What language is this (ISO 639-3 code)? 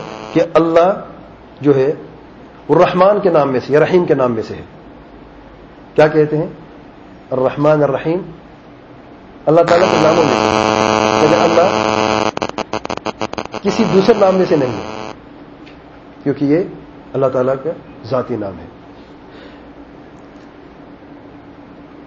urd